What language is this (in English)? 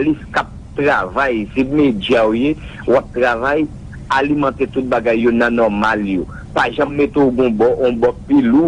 Haitian Creole